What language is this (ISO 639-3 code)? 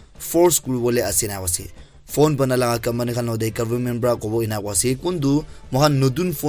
nag